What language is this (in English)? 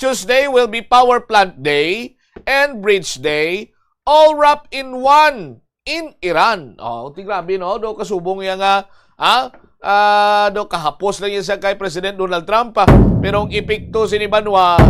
Hiligaynon